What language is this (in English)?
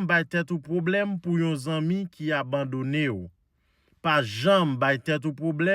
Haitian Creole